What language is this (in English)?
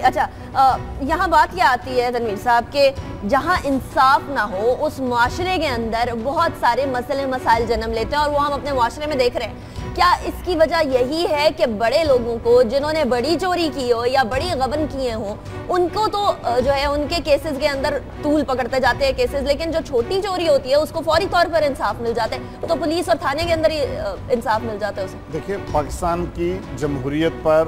Urdu